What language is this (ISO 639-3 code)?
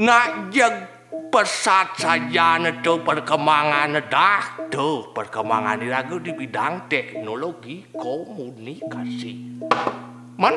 ban